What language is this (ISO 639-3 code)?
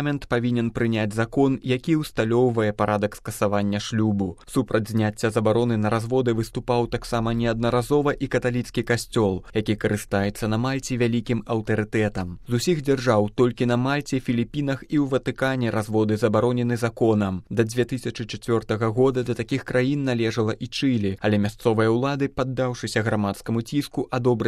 bel